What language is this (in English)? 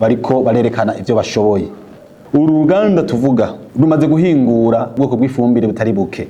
Rundi